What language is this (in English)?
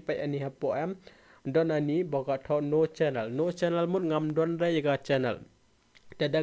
Khasi